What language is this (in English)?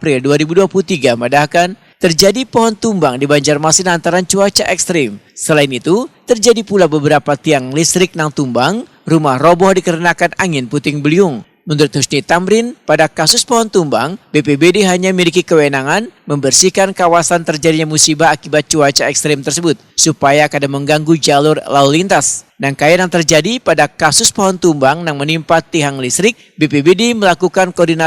Banjar